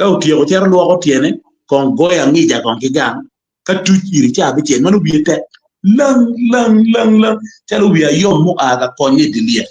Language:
Acoli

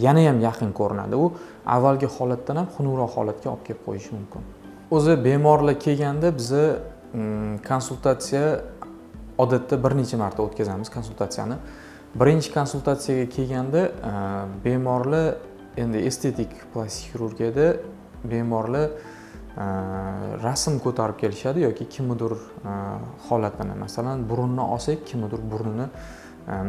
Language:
Uzbek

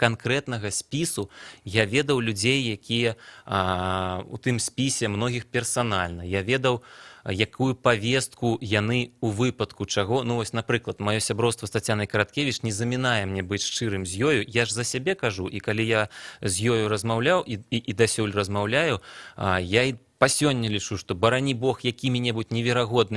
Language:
Belarusian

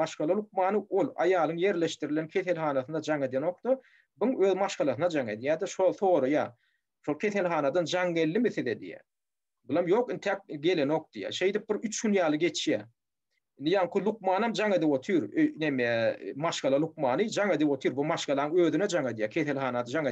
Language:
Turkmen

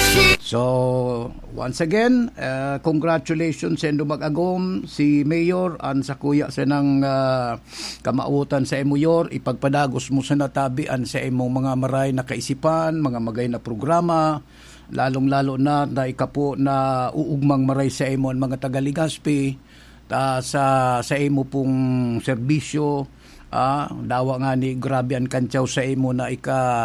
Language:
Bikol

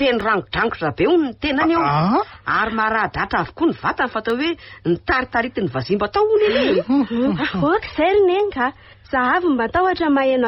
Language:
Malagasy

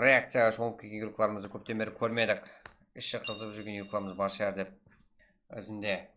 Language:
Kara-Kalpak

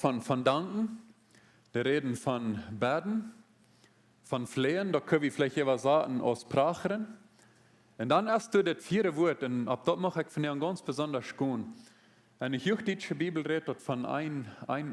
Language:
Plautdietsch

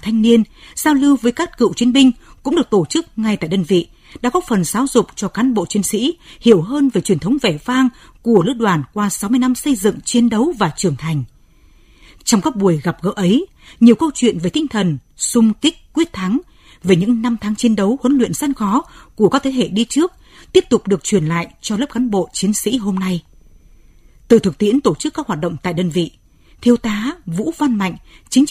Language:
Vietnamese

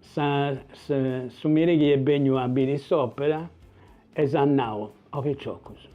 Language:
Sardinian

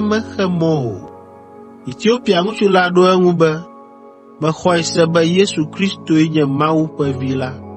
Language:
Ewe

